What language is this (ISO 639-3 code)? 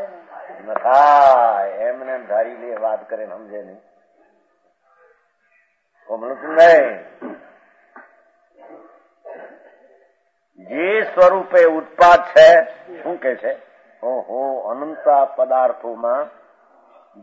guj